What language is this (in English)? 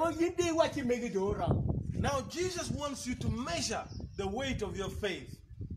Acoli